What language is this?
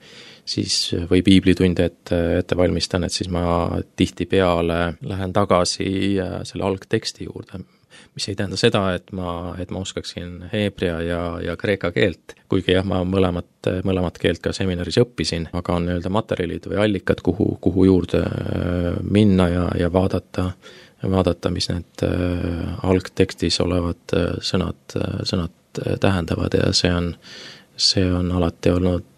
Estonian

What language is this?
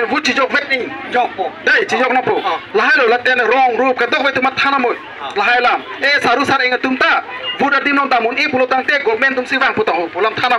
Karbi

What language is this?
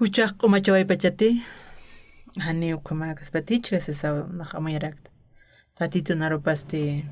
Aymara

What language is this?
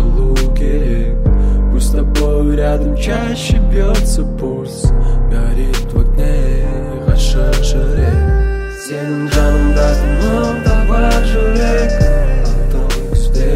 Kazakh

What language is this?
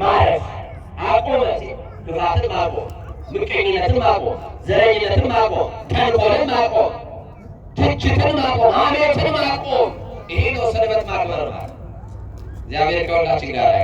Amharic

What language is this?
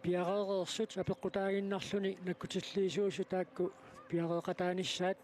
Kalaallisut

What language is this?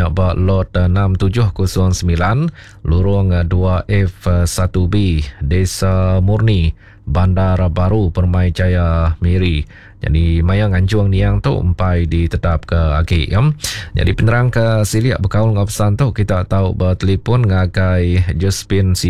Iban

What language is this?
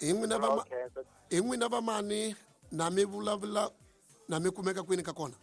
Tsonga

